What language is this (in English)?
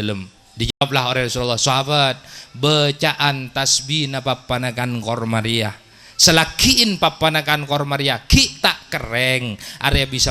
Madurese